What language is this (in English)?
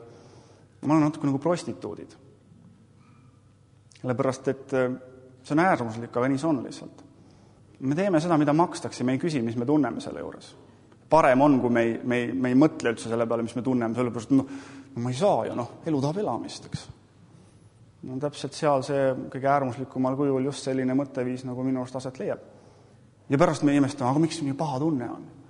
Estonian